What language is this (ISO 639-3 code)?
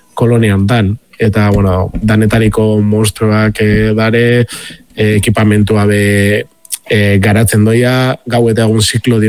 eus